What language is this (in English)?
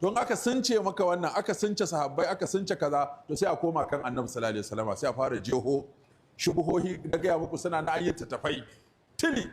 Hausa